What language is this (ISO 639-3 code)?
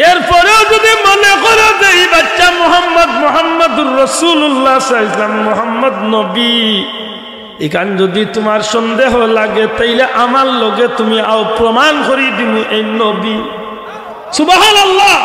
syl